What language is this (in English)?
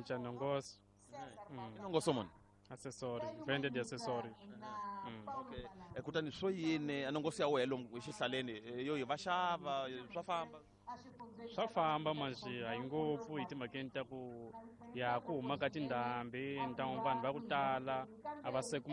Tsonga